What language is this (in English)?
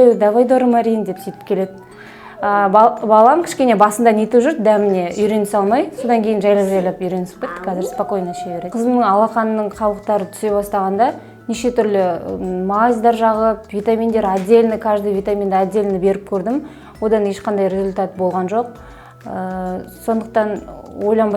Kazakh